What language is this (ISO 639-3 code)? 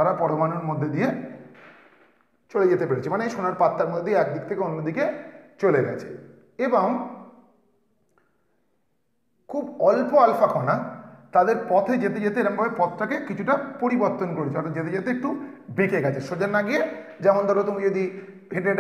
ben